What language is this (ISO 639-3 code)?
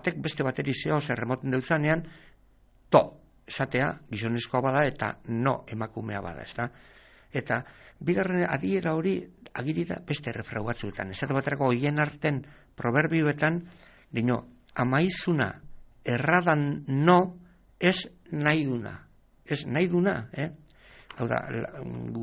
eus